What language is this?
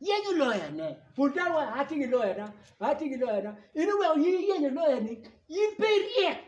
Acoli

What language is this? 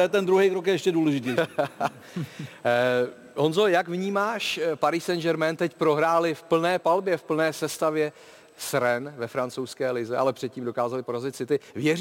Czech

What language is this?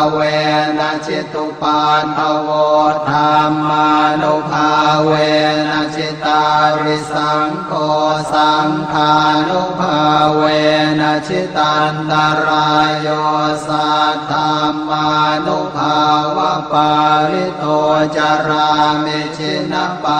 Pali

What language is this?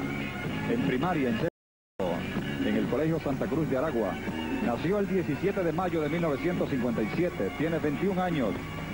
Spanish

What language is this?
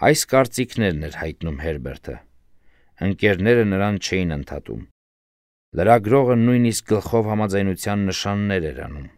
Armenian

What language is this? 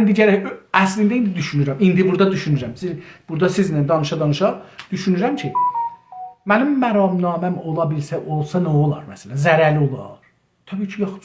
South Azerbaijani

